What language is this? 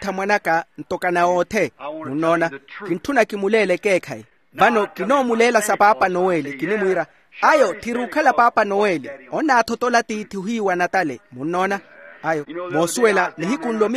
Makhuwa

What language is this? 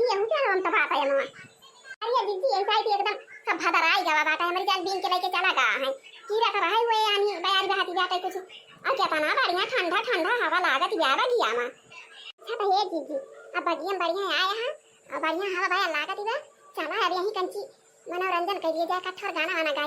Awadhi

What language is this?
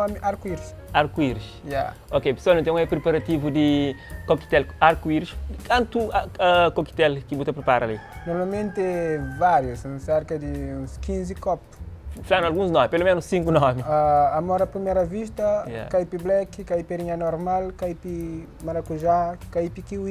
Kabuverdianu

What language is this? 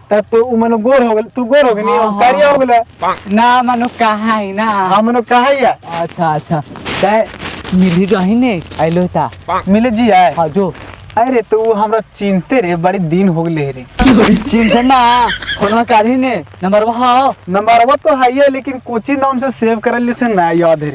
Magahi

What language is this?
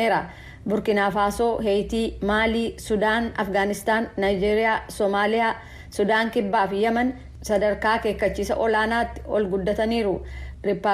Oromo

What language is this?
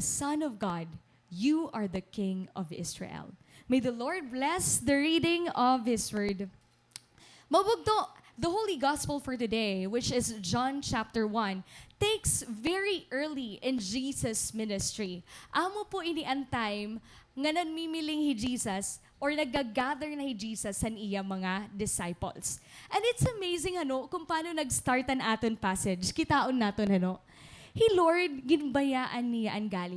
Waray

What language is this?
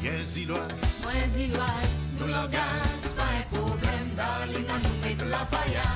Morisyen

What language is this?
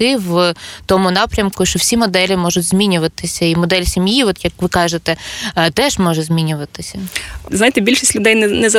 Ukrainian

